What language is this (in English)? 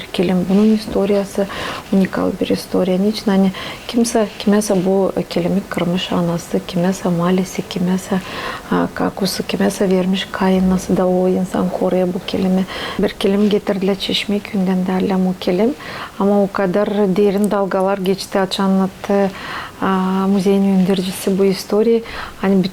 Gagauz